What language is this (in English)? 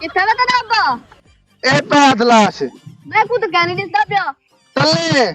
Saraiki